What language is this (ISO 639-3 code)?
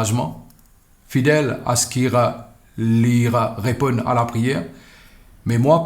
mfe